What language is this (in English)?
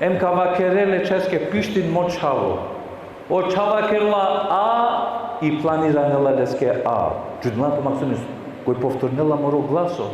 Balkan Romani